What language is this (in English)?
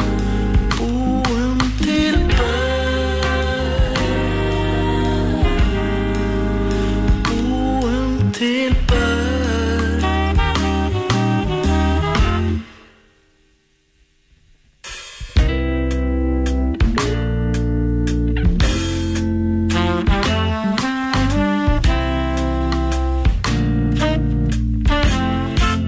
Icelandic